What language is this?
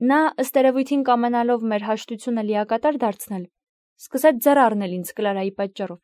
Armenian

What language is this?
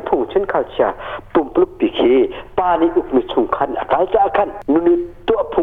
Hakha Chin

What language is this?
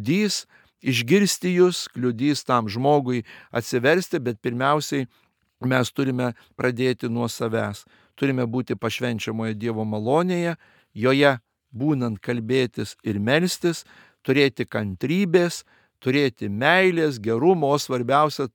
Lithuanian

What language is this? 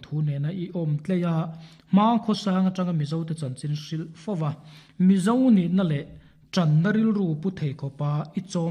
Mizo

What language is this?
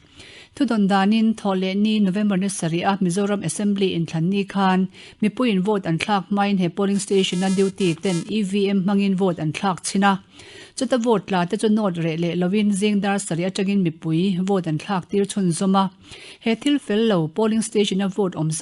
Mizo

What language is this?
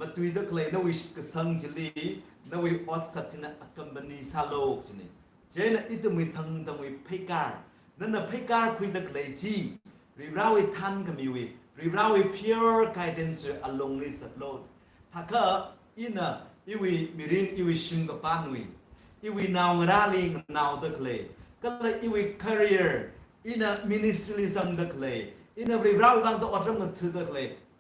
Tangkhul Naga (India)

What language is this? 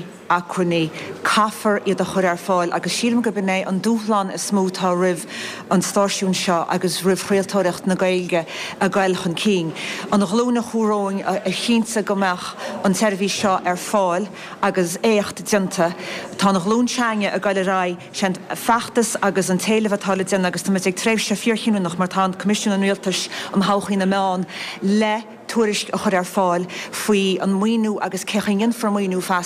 Irish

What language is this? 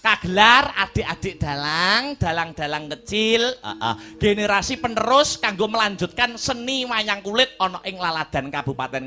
Javanese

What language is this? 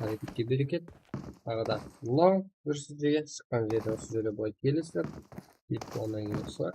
Kara-Kalpak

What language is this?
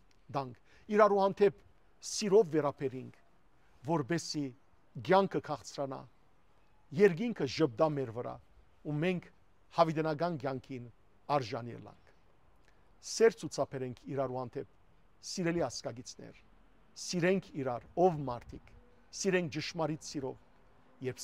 Western Armenian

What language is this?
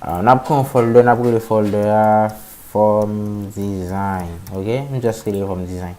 Haitian Creole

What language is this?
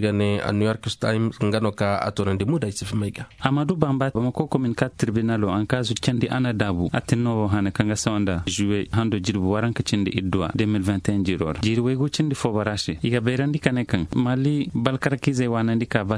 Zarma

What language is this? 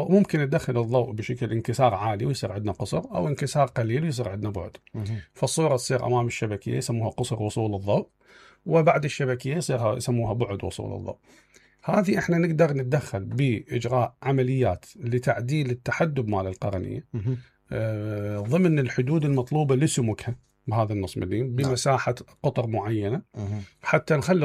Mesopotamian Arabic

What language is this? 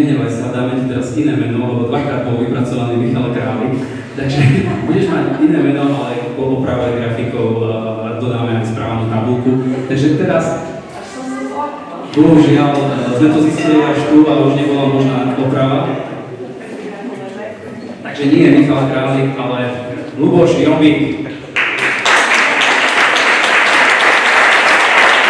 Slovak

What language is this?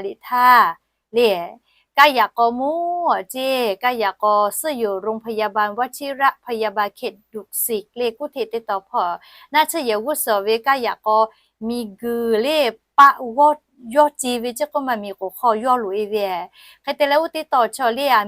Lahu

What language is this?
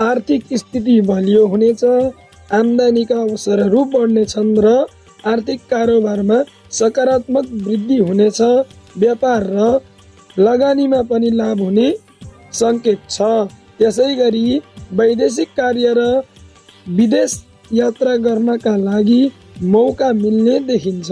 Nepali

